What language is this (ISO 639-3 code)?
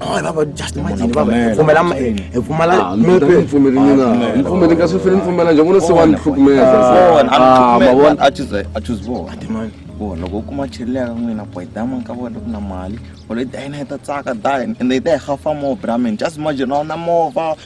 tso